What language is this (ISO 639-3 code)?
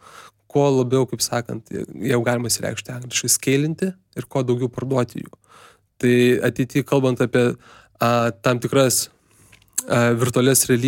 lit